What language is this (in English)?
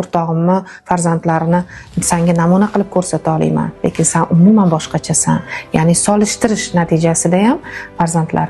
Uzbek